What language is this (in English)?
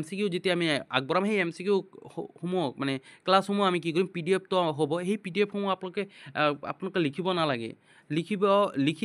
Assamese